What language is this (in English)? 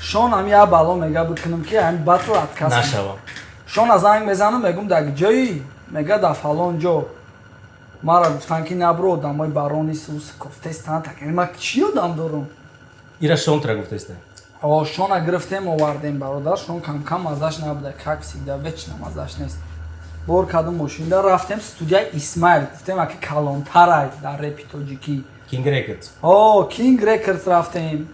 Tajik